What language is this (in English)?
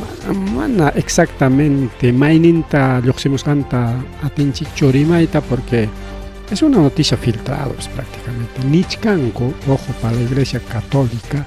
Ayacucho Quechua